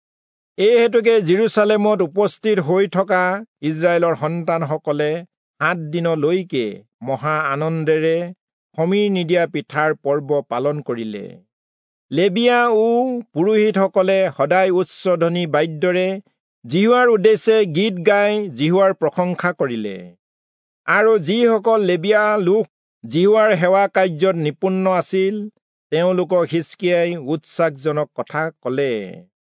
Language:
Assamese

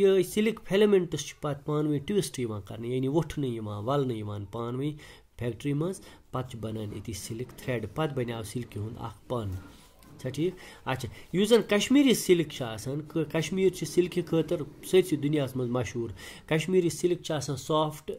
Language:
Kashmiri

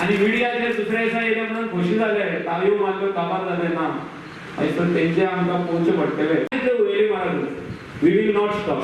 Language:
Konkani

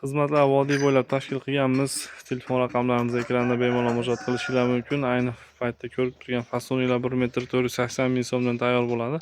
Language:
Uzbek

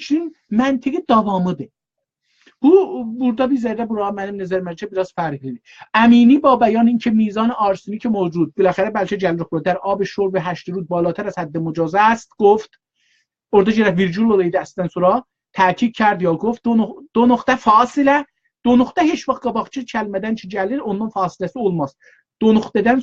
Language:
South Azerbaijani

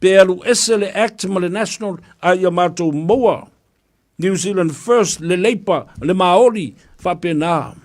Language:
Samoan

